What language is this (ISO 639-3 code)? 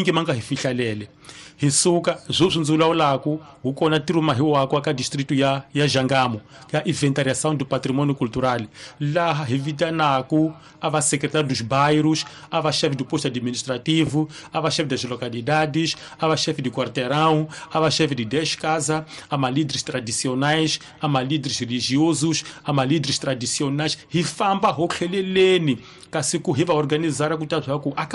tso